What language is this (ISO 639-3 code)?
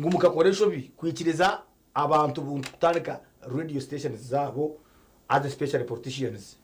nyn